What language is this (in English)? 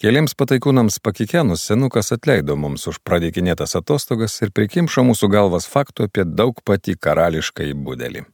Lithuanian